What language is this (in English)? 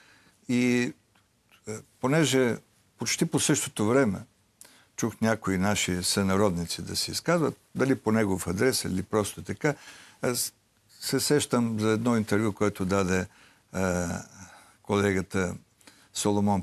Bulgarian